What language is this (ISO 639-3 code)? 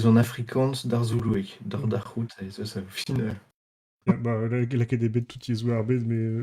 bre